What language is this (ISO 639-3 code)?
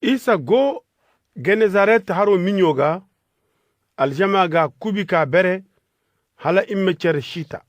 ses